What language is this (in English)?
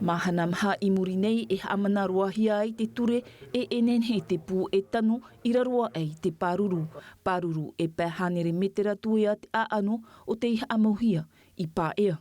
Tahitian